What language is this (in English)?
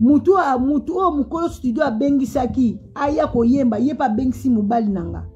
Lingala